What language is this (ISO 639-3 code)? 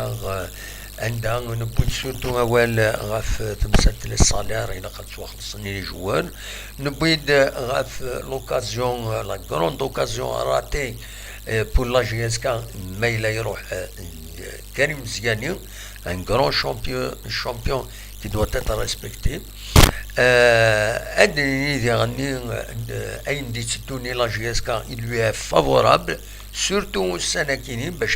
kab